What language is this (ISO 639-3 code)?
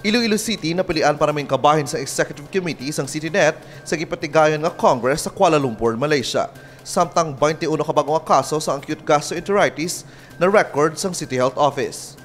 hil